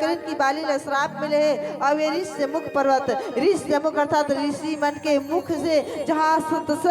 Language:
Chhattisgarhi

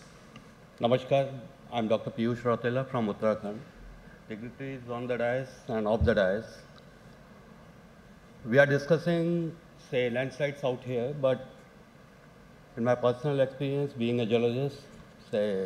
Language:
English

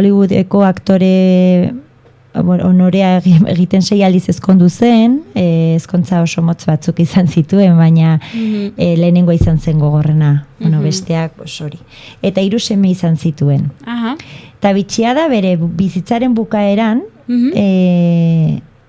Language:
Basque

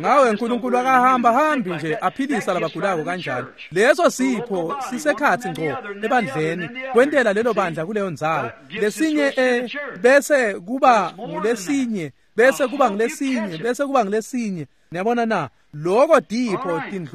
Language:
Swati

